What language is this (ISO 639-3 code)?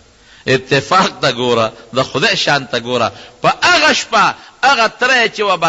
pus